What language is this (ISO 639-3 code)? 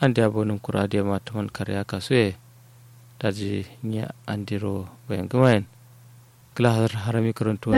kau